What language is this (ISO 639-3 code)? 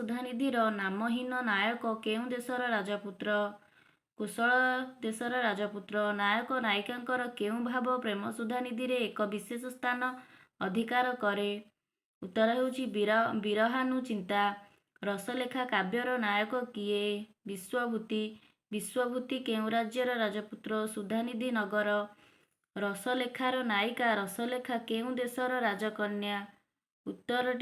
ori